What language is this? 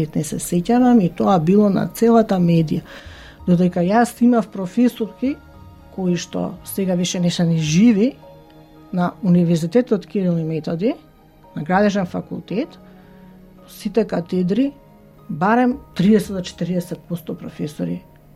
Macedonian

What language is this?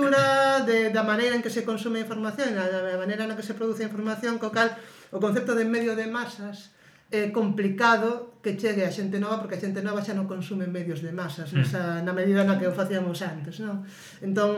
Galician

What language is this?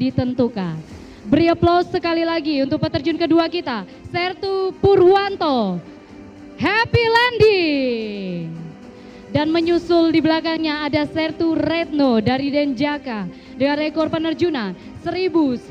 Indonesian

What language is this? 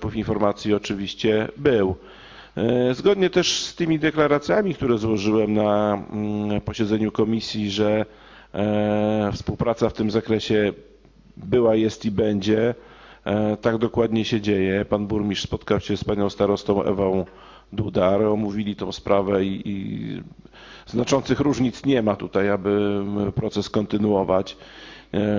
Polish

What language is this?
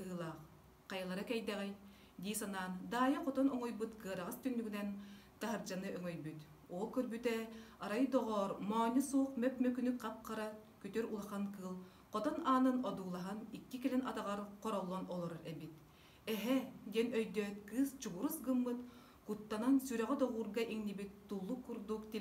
Yakut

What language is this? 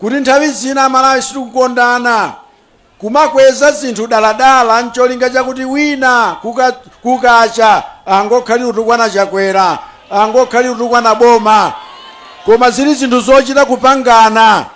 Nyanja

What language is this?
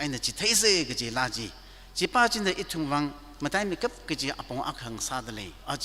Tangkhul Naga (India)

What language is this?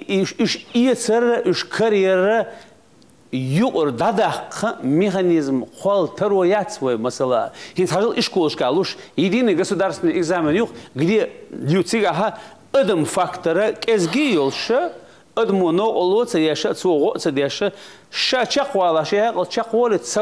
Chechen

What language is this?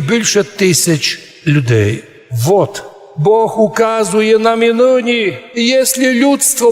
Rusyn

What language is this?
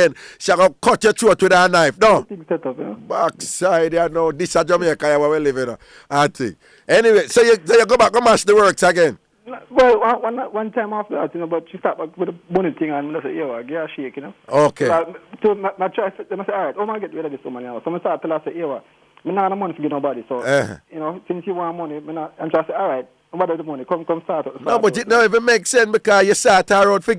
Jamaican Creole English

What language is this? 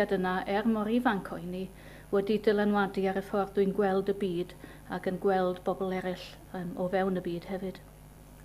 Welsh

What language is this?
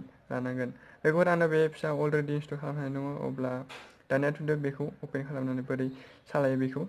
Bodo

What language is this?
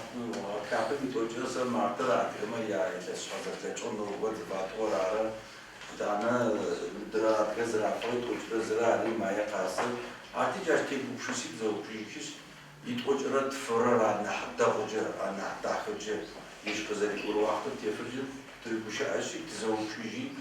Adyghe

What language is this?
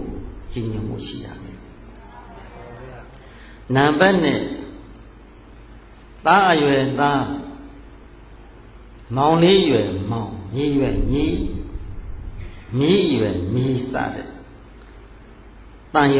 Burmese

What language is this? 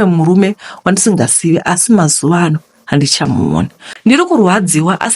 Shona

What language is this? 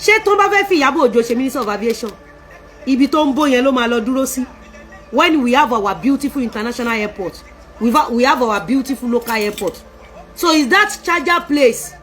Yoruba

